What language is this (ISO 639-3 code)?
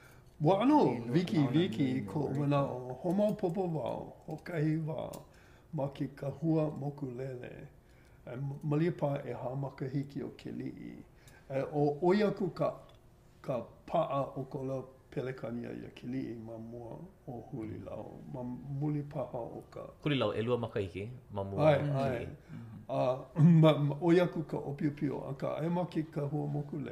haw